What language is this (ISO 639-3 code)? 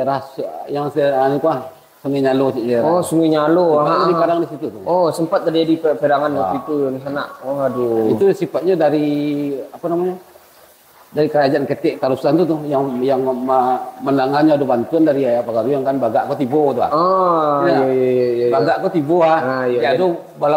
min